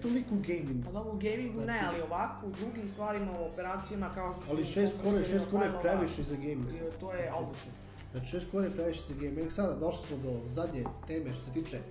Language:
Serbian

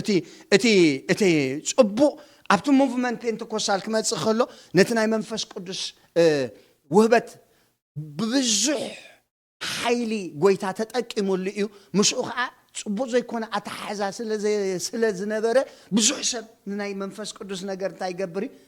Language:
Tigrinya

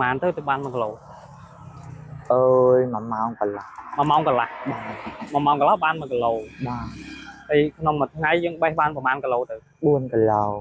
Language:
Khmer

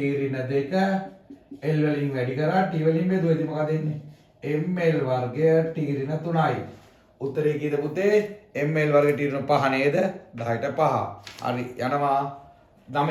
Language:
Sinhala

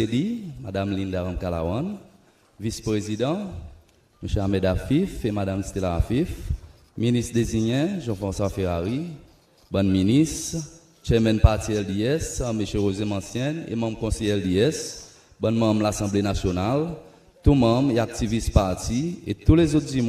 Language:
Seselwa Creole French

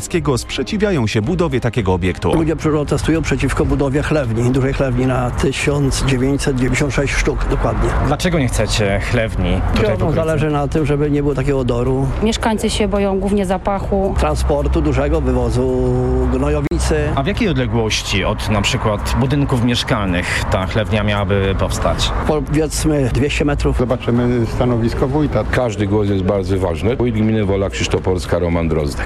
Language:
Polish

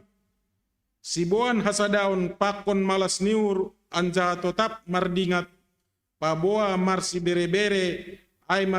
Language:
Batak Simalungun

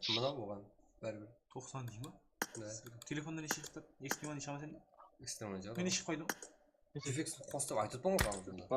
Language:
Kara-Kalpak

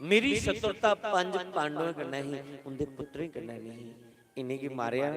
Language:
Dogri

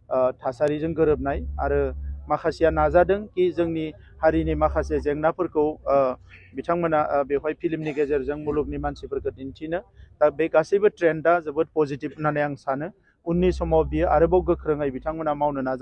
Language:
Bodo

